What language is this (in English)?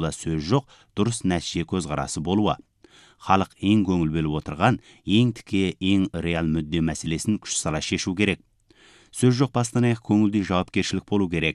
Kazakh